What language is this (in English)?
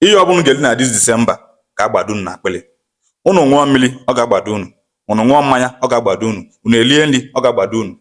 Igbo